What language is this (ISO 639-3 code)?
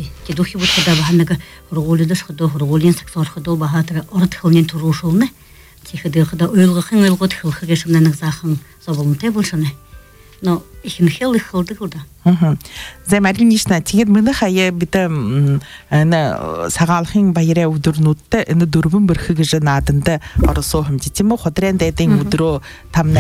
bua